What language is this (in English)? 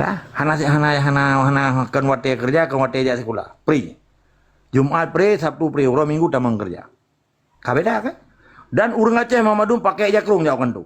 Achinese